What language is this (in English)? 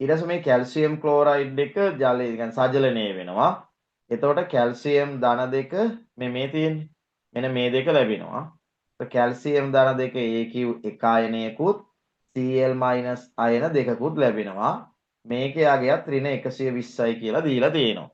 Sinhala